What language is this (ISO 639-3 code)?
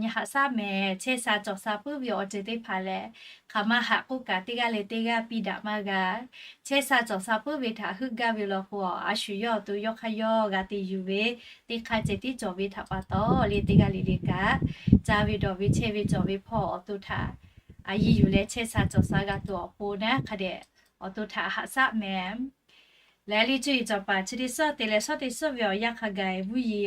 lhu